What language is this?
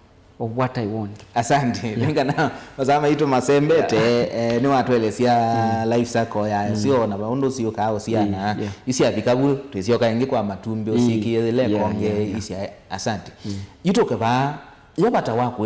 Kamba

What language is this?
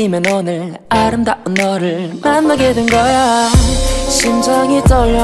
Korean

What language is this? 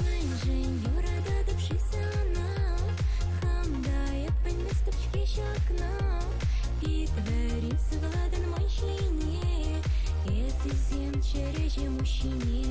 Chuvash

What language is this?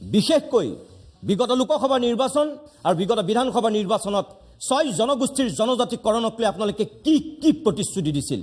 Assamese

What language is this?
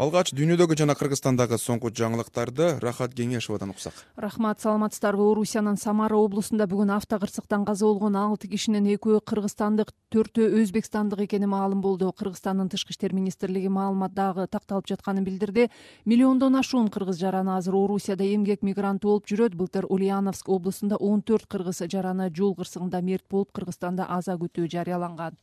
Kyrgyz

